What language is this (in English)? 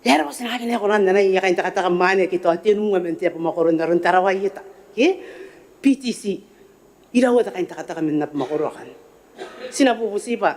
Gilbertese